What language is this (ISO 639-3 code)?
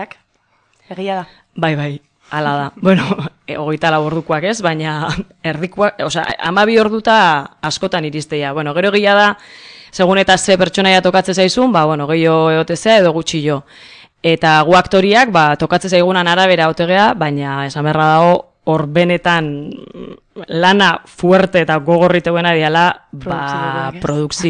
eus